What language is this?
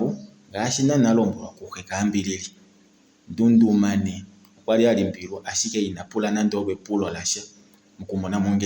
Kuanyama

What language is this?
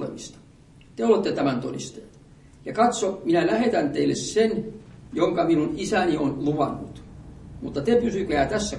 Finnish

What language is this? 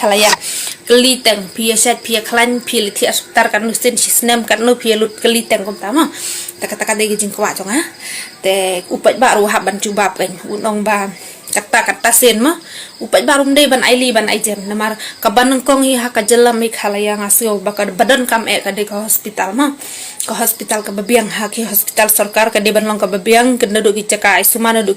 Khasi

